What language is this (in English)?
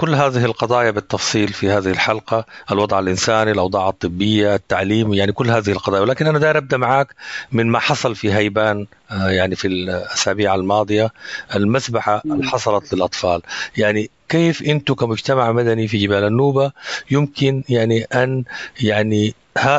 Sudanese Arabic